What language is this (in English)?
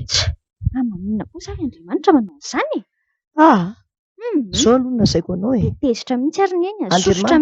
Malagasy